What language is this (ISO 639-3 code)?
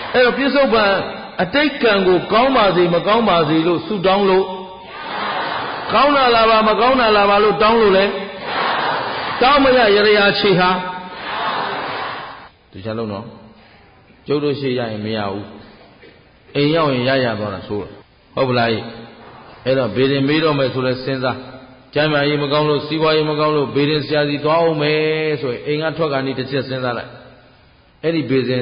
mya